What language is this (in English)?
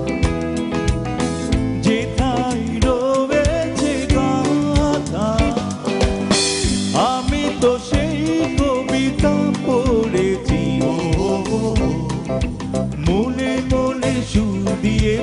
Bangla